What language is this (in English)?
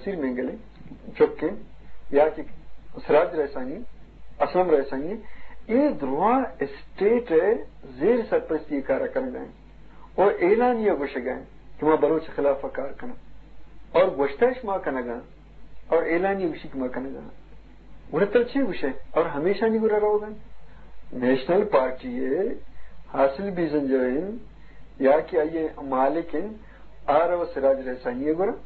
Eastern Balochi